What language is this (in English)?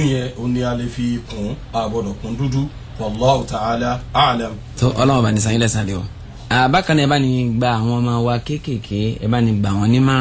Yoruba